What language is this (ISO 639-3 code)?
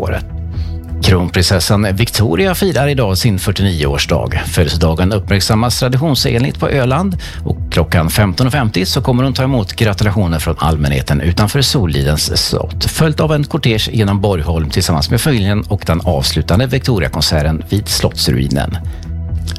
swe